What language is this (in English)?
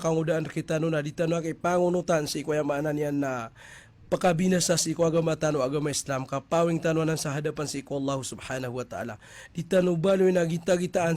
Maranao